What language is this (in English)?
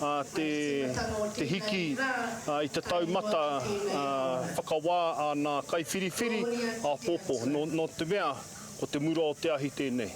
Māori